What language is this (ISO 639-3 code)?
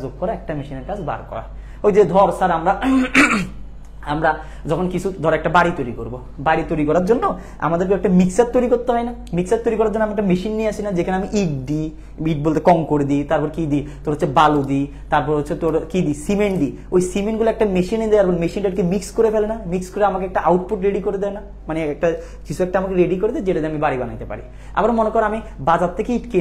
ben